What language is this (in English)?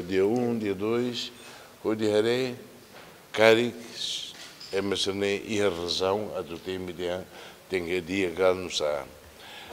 Tetum